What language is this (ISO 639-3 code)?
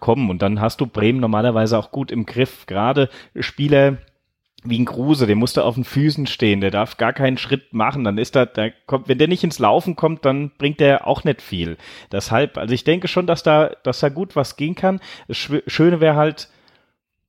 deu